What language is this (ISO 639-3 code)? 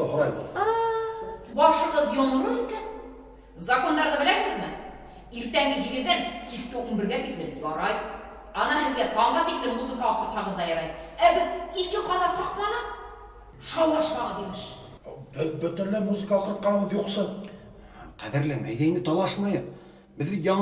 bak